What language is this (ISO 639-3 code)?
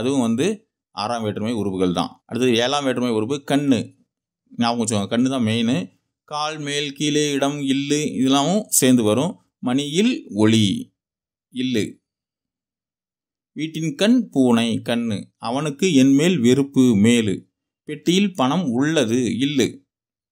tam